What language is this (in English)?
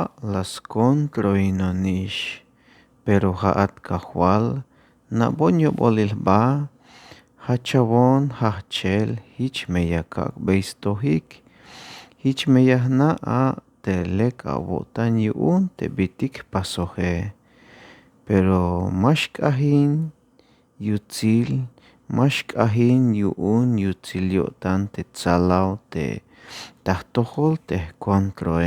Tzeltal